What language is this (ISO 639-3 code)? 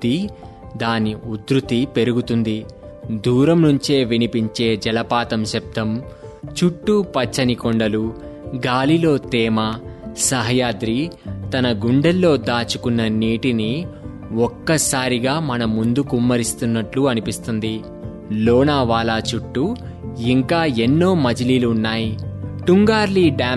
tel